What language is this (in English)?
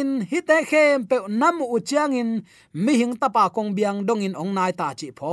Tedim Chin